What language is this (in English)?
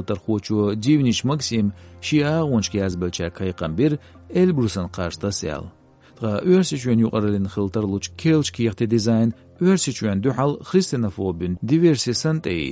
Chechen